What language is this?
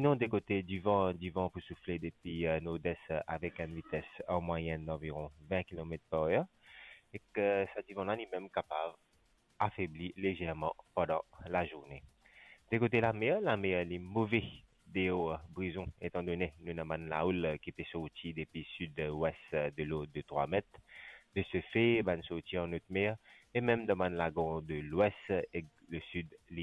Morisyen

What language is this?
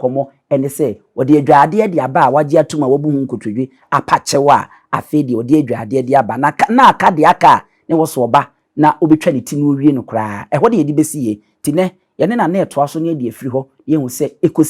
Akan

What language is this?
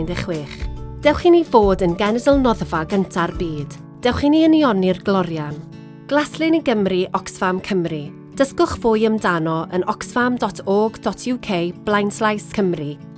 Welsh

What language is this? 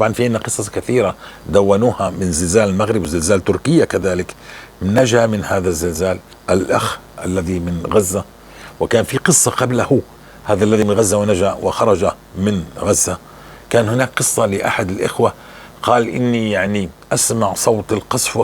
North Levantine Arabic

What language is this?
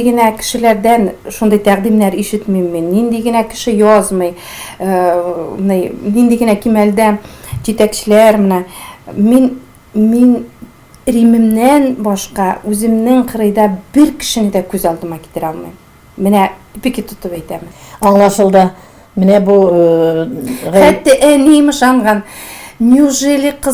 Tatar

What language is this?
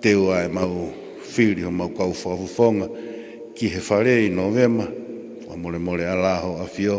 Tongan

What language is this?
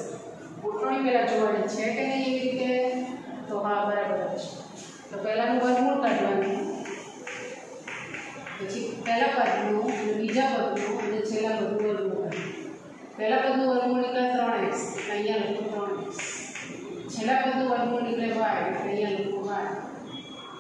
Gujarati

